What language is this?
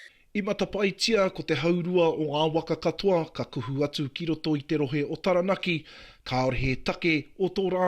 Māori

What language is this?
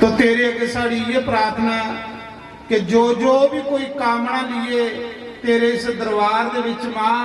Dogri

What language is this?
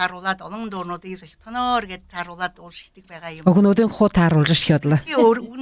Buriat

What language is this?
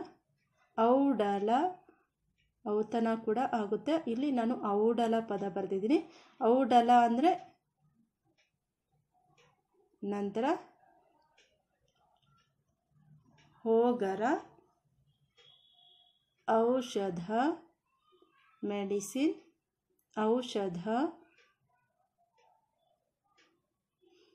Kannada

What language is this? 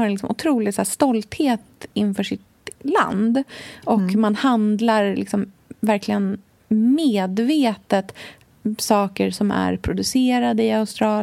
Swedish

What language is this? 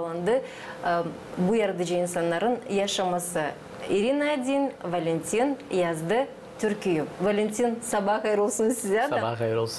Gagauz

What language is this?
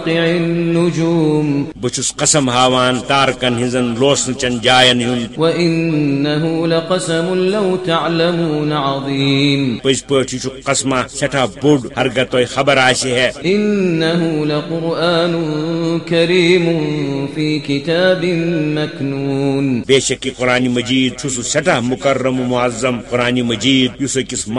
Kashmiri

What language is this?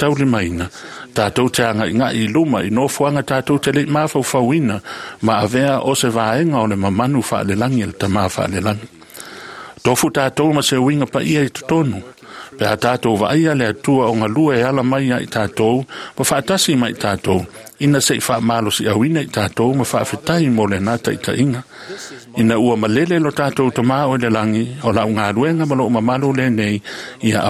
Samoan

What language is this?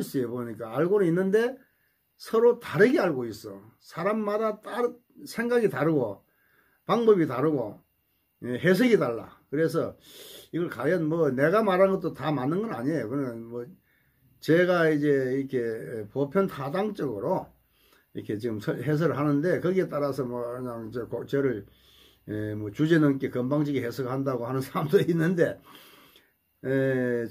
Korean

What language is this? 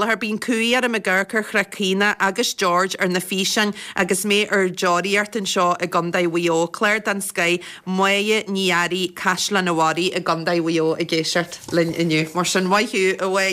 Irish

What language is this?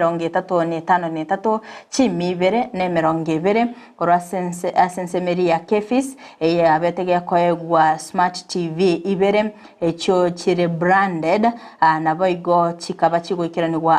Gusii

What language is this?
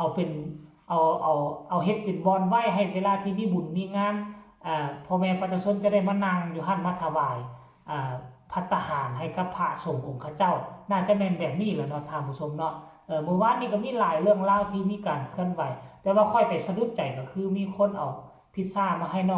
Northeastern Thai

